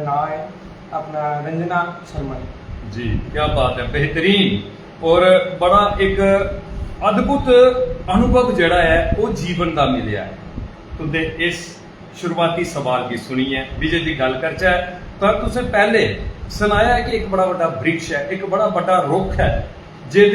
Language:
Dogri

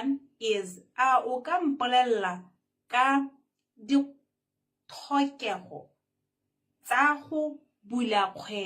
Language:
Tswana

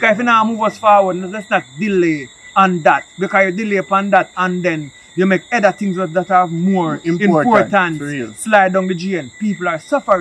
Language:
Jamaican Creole English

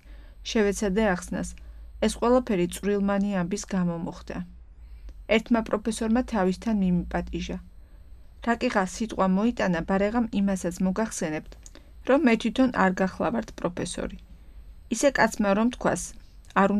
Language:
Georgian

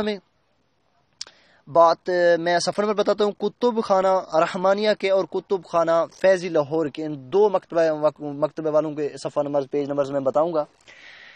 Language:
Urdu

